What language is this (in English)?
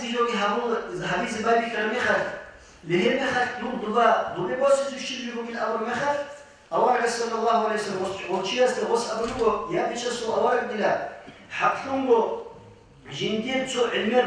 Avaric